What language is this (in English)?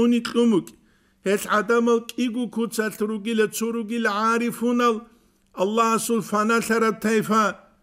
Avaric